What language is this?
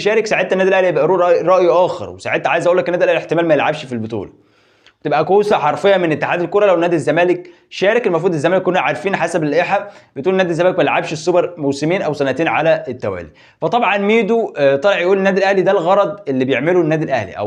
Egyptian Arabic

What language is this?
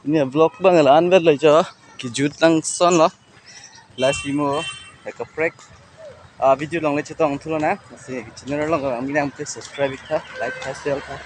Karbi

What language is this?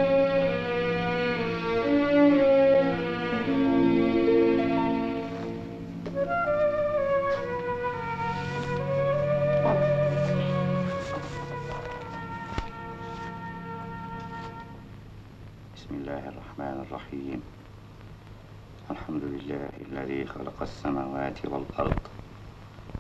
Egyptian Arabic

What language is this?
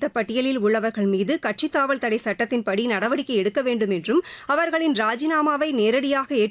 Tamil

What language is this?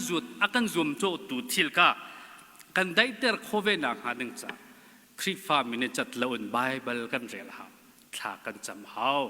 Hakha Chin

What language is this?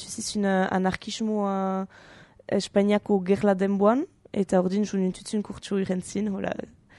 Basque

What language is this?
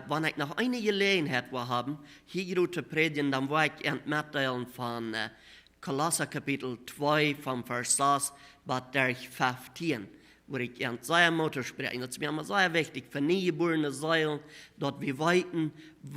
Plautdietsch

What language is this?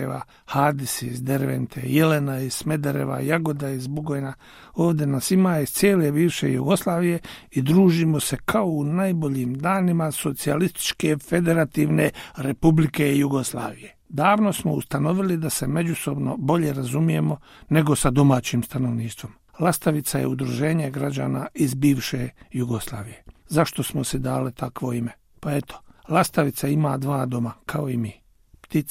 Bosnian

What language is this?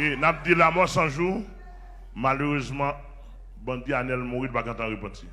Haitian Creole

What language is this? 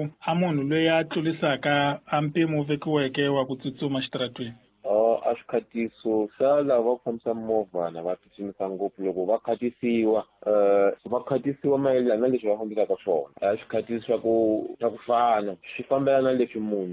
Tsonga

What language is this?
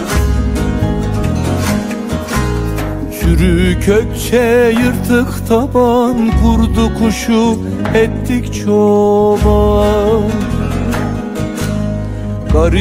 Turkish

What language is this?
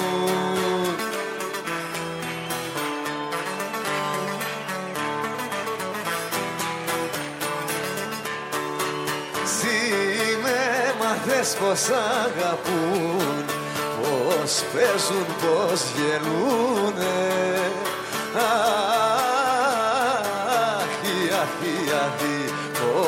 Greek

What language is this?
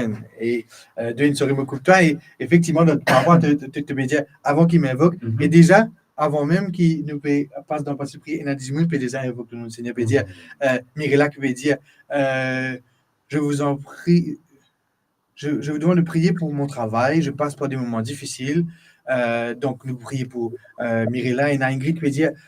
Morisyen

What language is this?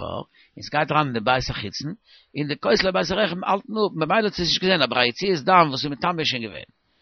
Yiddish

